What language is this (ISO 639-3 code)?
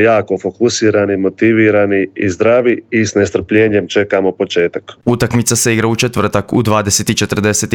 hrv